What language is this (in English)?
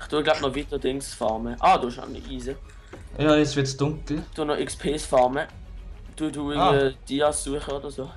Swiss German